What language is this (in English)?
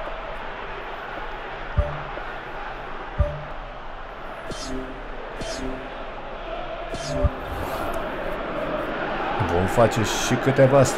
Romanian